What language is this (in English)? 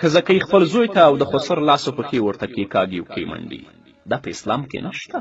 Pashto